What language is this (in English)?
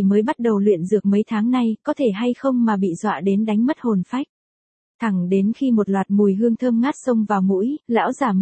Vietnamese